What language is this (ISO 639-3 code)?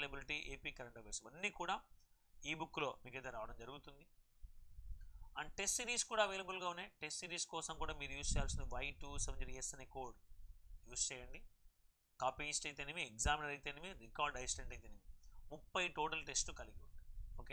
tel